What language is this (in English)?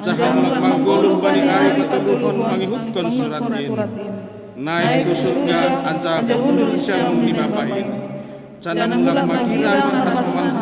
Batak Simalungun